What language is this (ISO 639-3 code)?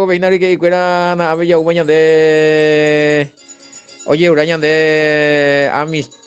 grn